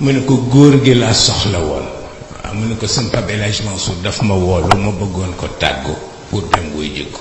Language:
Wolof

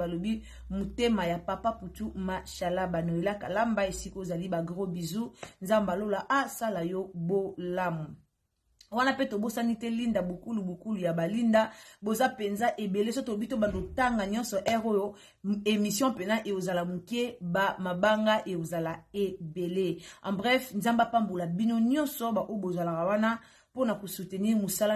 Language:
Lingala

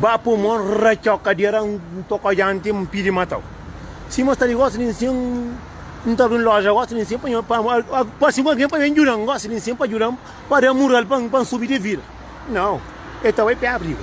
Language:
Kabuverdianu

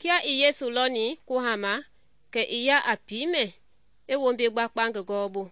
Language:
Mende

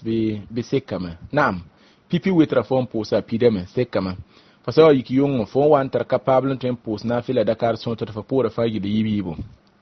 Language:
Mossi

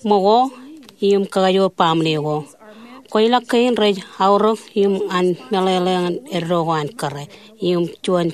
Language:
Marshallese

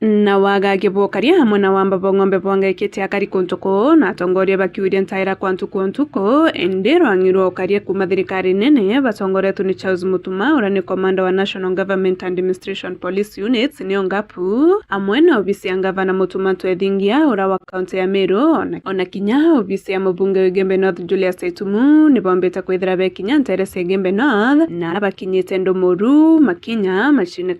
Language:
Meru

